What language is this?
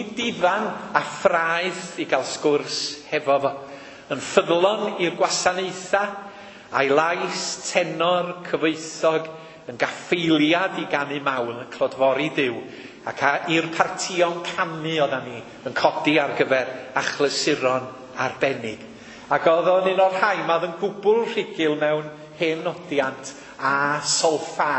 Welsh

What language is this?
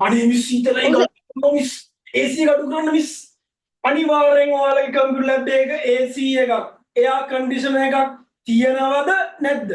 Sinhala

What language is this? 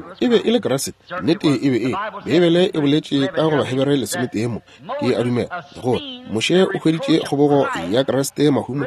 Northern Sotho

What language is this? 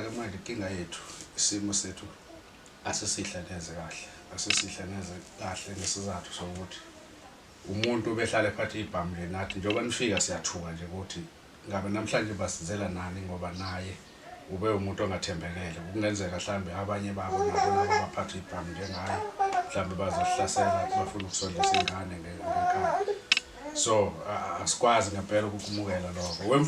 Zulu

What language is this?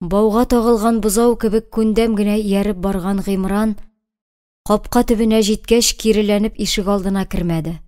Tatar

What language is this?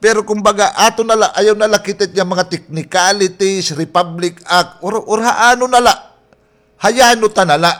Waray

